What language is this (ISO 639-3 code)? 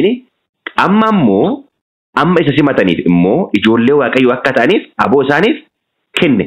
orm